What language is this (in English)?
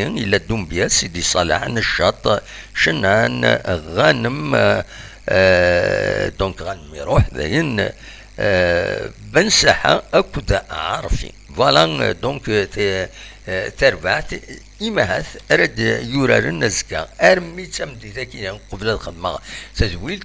Kabyle